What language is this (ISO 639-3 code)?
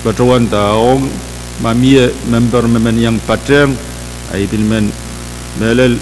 pon